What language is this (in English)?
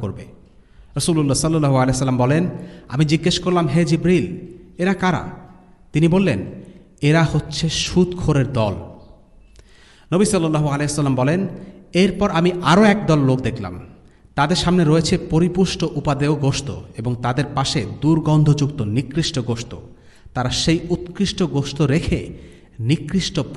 Bangla